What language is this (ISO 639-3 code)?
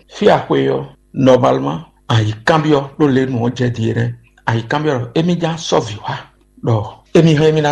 fon